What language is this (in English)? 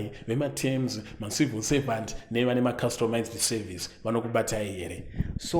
Shona